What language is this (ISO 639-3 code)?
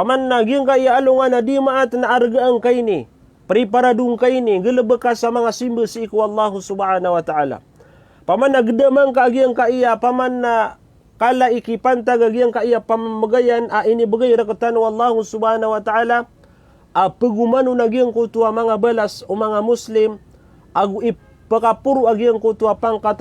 mrw